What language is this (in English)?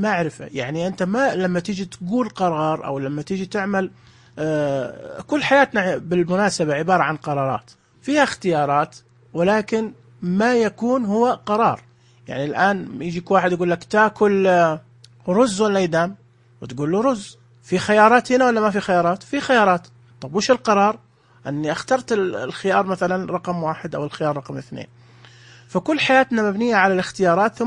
Najdi Arabic